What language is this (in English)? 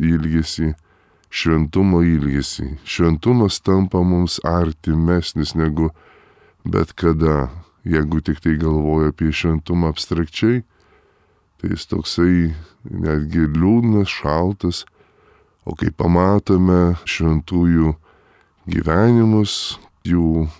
Lithuanian